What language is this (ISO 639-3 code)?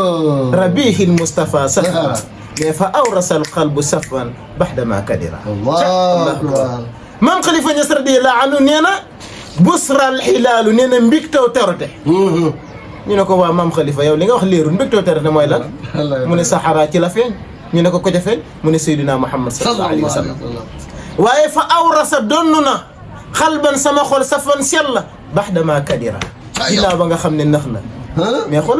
wol